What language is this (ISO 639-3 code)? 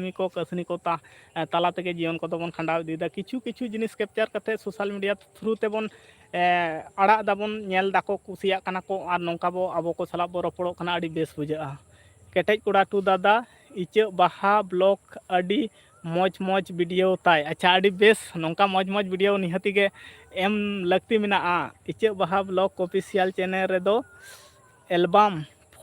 sat